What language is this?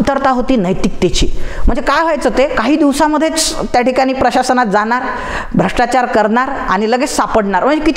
Marathi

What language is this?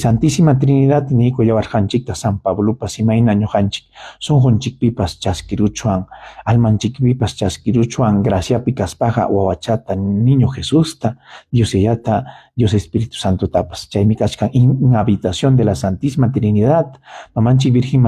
Ayacucho Quechua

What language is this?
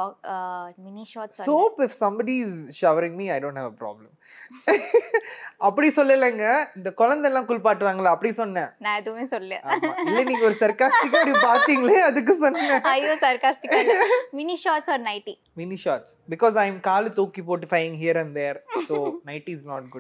Tamil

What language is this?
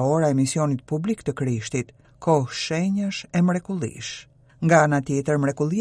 Albanian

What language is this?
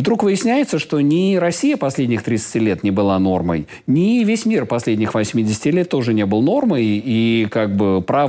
Russian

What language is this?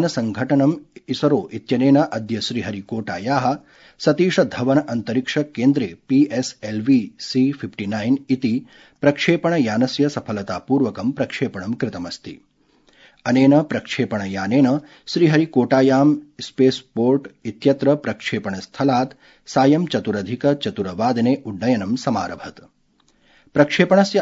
Sanskrit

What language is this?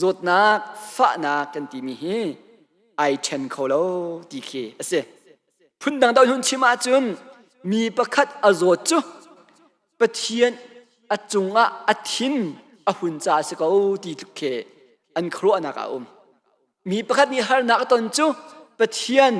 Hakha Chin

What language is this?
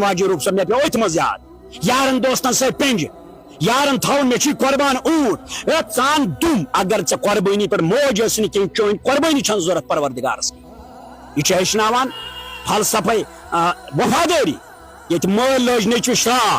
Kashmiri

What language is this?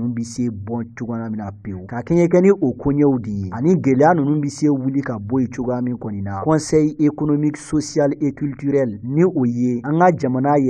Bambara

